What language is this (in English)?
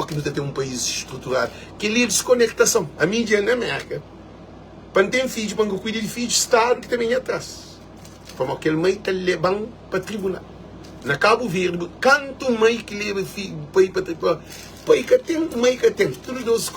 Kabuverdianu